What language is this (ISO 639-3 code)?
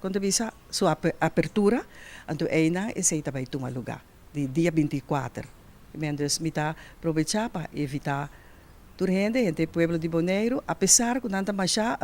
pap